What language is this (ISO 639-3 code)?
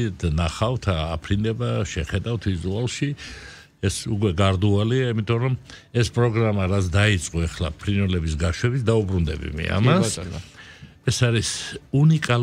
kat